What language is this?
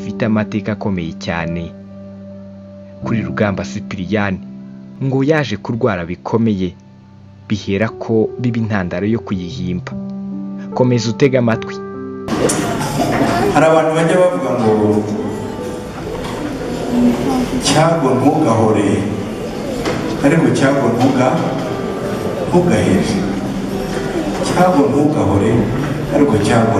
Kinyarwanda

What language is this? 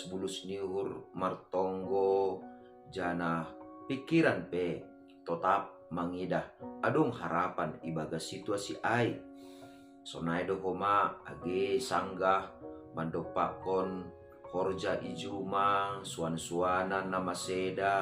Batak Simalungun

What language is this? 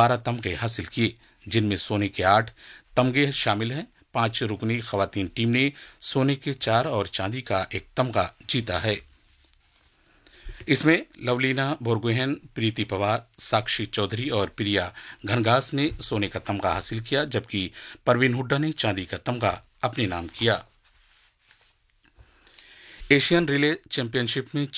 Urdu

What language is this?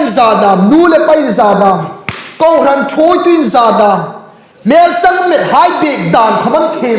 Hmar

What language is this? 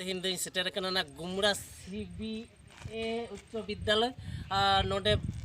Santali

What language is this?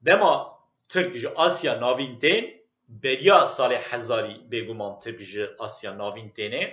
Kurdish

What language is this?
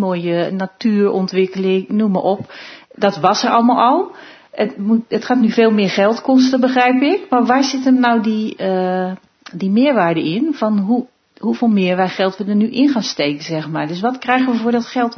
Dutch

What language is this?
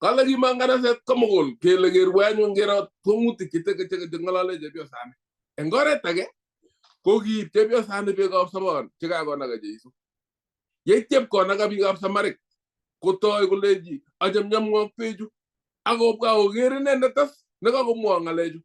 Kalenjin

